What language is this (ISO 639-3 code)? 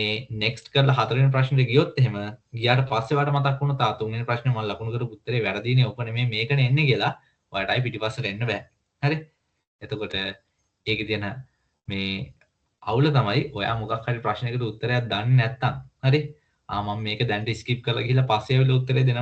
sin